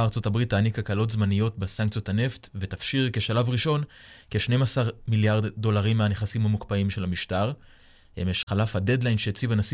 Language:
Hebrew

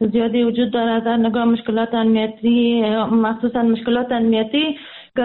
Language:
Persian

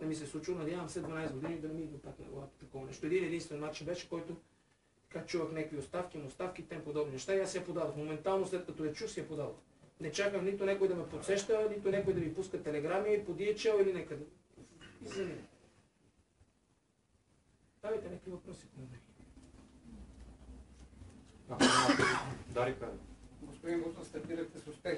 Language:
Bulgarian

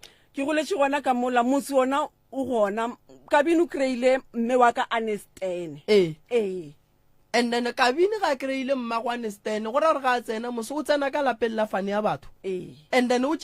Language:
Northern Sotho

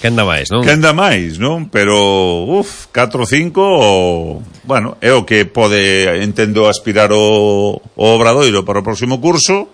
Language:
Galician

